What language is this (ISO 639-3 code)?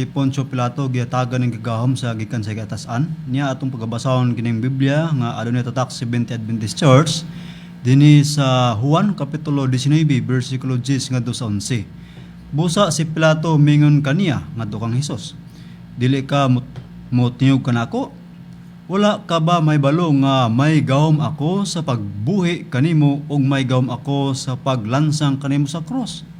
ceb